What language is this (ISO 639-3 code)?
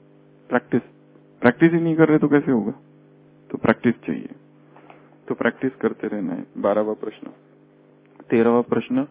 hin